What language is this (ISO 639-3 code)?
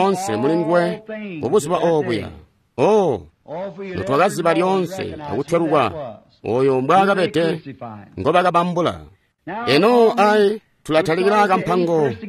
toi